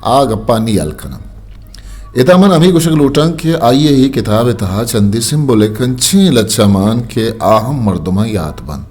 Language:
Eastern Balochi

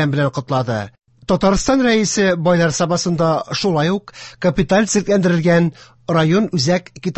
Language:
Tatar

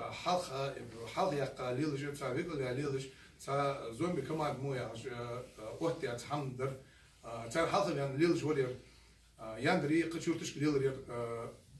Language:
Ingush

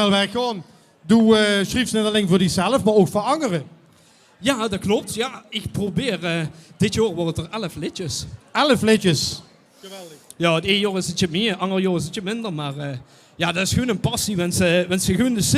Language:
Limburgish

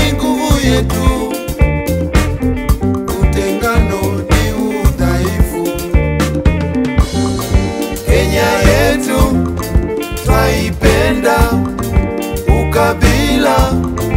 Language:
Swahili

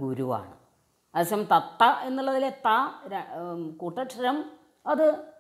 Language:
Malayalam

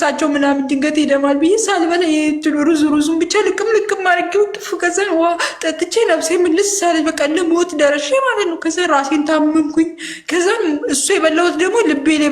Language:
Amharic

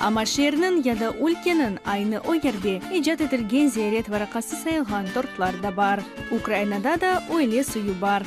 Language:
Crimean Tatar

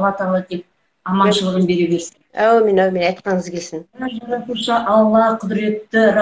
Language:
Kazakh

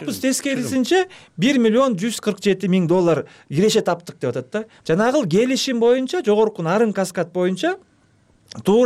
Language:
Kyrgyz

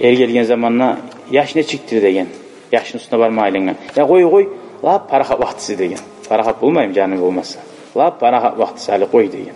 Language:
Kumyk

